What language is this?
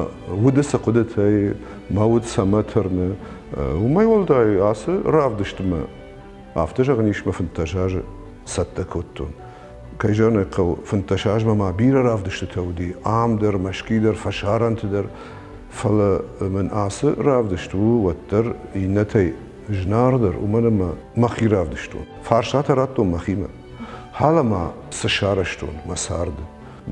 Ossetic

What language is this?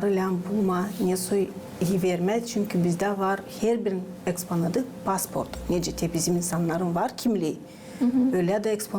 Gagauz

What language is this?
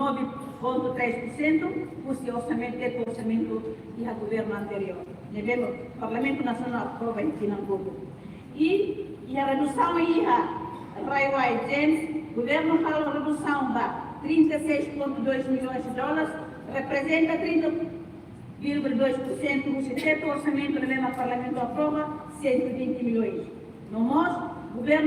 Tetum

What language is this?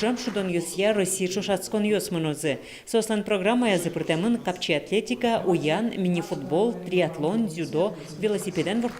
Udmurt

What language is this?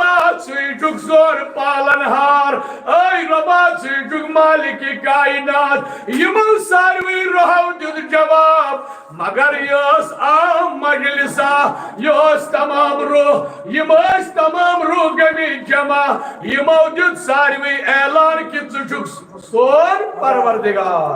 Kashmiri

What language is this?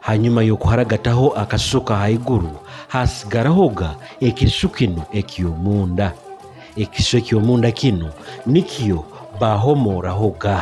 Nyoro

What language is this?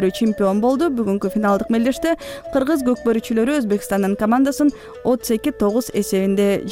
Kyrgyz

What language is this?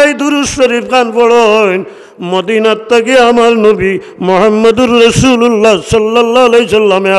Sylheti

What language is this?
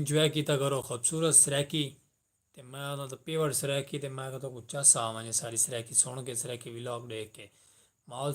Saraiki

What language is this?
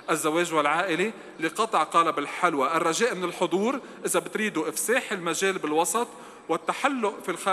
North Levantine Arabic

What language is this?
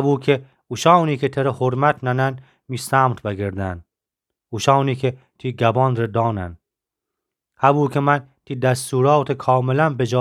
Gilaki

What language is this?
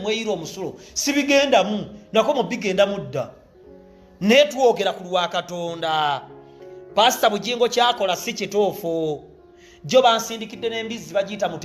Ganda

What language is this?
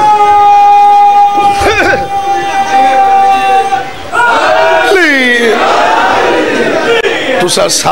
Urdu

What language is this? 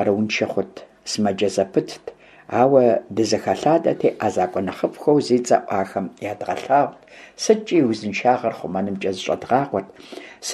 Kabardian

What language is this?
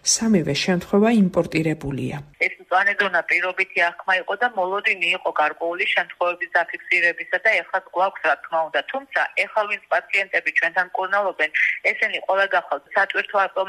Georgian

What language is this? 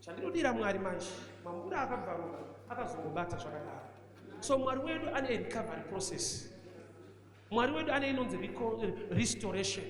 Shona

